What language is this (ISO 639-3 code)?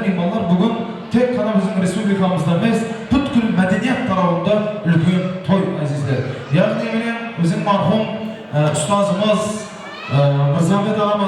kaa